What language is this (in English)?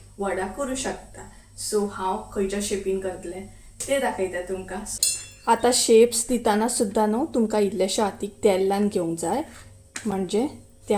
Konkani